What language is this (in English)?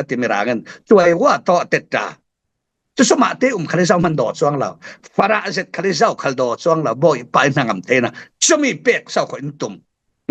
Falam Chin